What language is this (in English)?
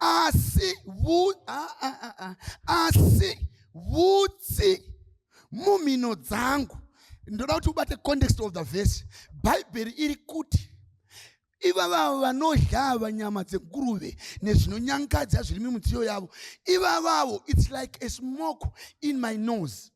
Shona